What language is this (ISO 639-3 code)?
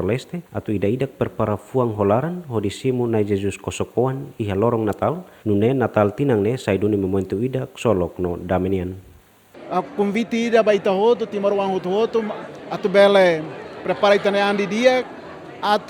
tet